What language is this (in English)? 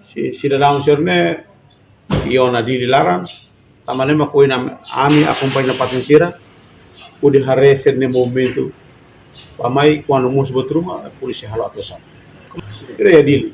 Tetum